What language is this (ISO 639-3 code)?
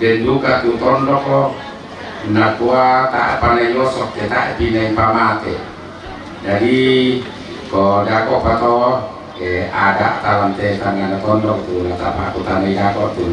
sda